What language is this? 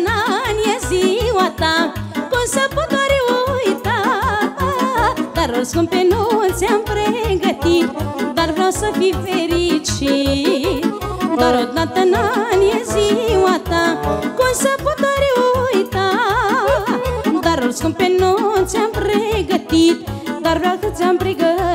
Romanian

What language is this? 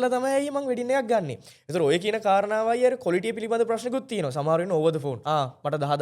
Sinhala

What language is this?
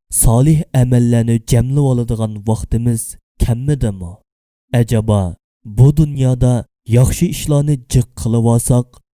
Uyghur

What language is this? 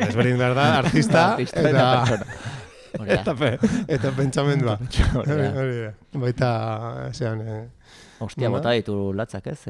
Basque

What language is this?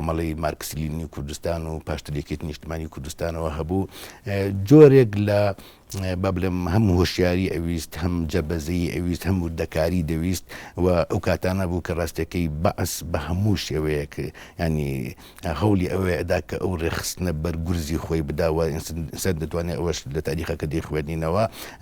Central Kurdish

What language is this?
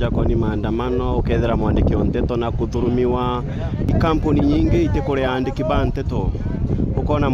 Meru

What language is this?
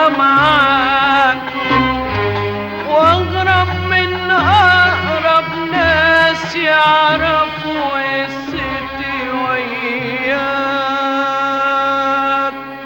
Egyptian Arabic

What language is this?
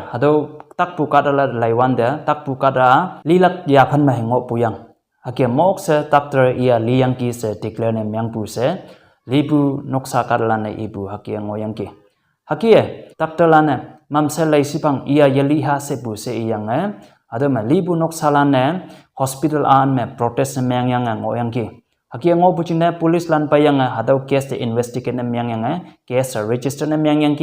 Konyak Naga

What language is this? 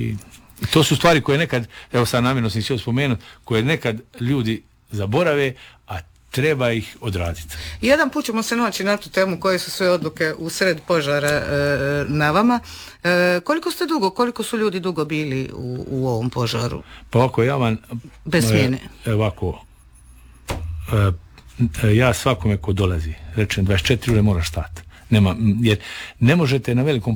Croatian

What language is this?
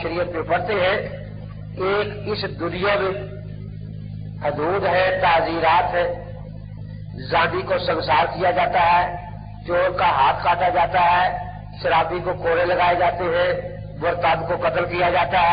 Urdu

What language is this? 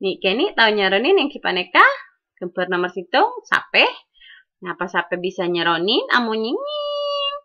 Madurese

